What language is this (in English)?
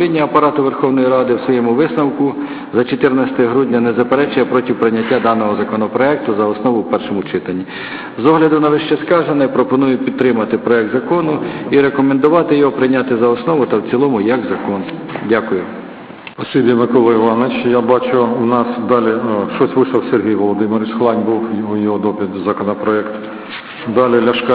Ukrainian